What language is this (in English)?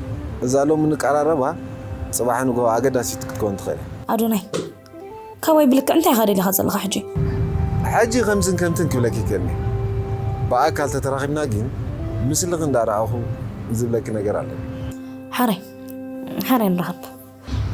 Tigrinya